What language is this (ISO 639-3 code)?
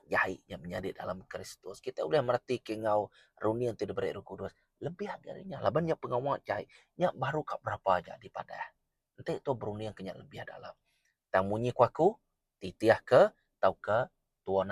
iba